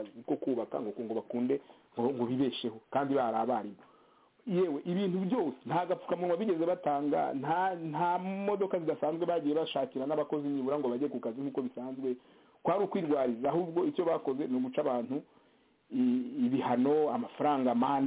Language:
Kinyarwanda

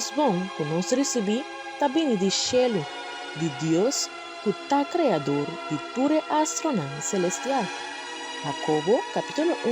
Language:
Papiamento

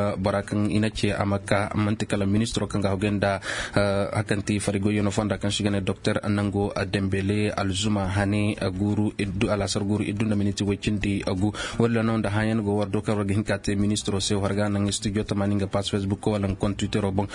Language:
Zarma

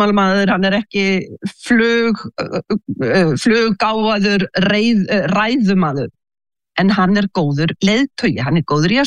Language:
Icelandic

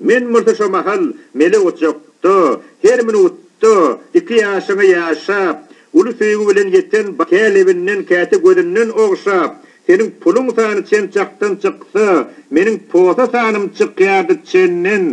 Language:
Turkmen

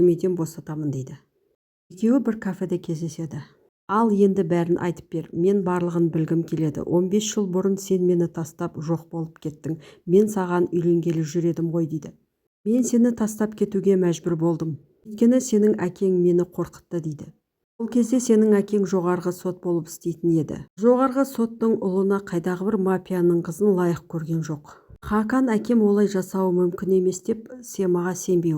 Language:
Kazakh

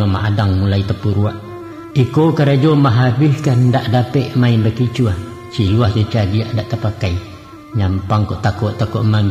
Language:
Minangkabau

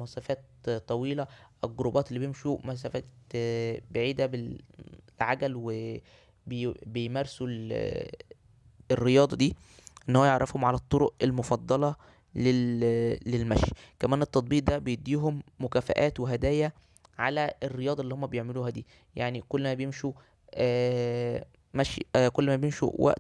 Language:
Egyptian Arabic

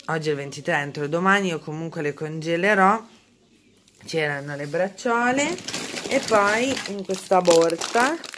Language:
Italian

